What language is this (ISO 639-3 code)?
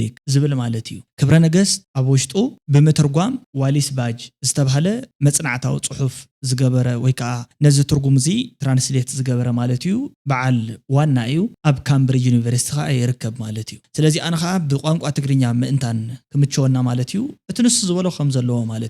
tir